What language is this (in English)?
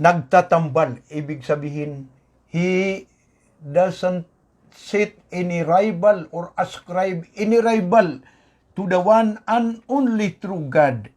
Maranao